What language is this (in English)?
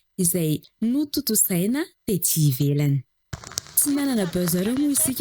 Malagasy